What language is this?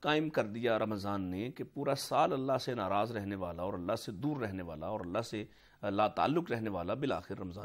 Urdu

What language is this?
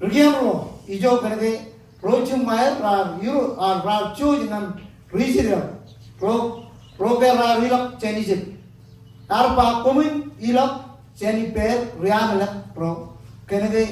Marshallese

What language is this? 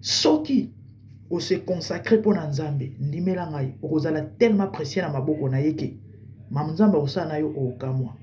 Lingala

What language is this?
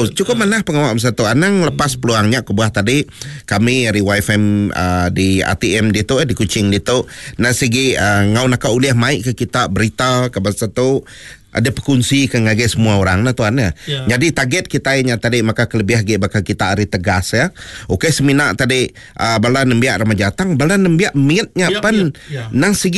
Iban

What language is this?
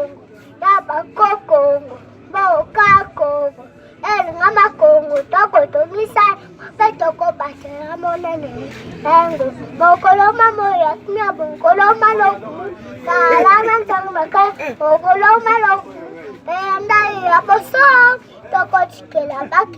Lingala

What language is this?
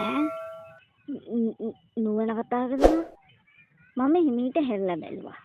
Sinhala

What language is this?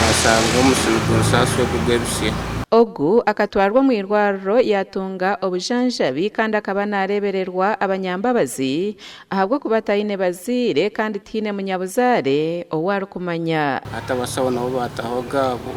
Nyankole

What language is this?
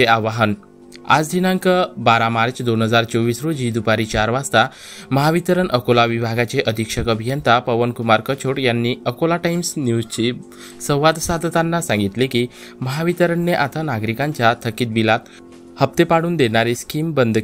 Marathi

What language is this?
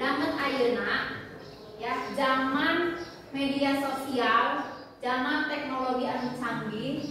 Sundanese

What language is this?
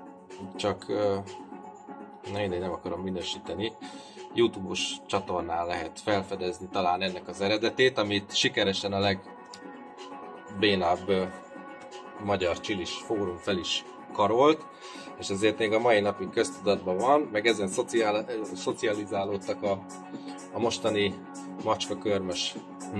Hungarian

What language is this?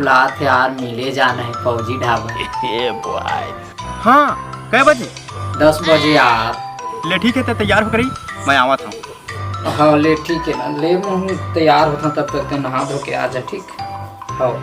Chhattisgarhi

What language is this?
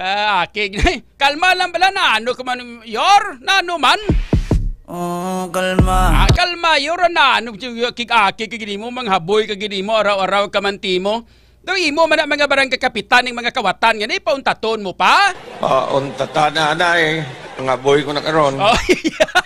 Hiligaynon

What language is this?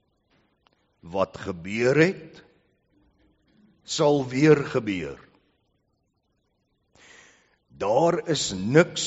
Afrikaans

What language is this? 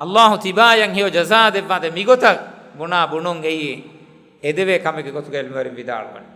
Divehi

